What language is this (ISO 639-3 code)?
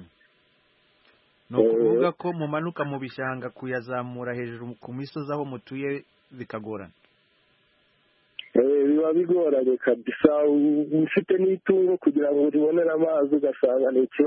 kin